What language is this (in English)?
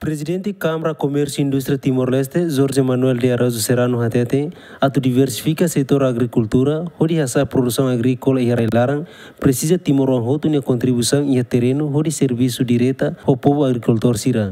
Tetum